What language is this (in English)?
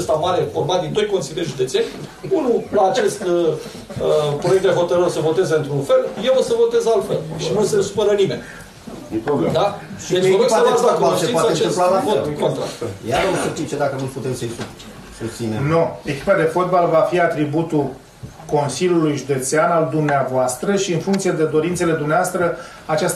Romanian